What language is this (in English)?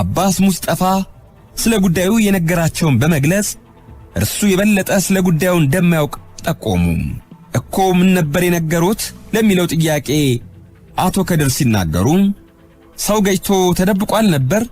Amharic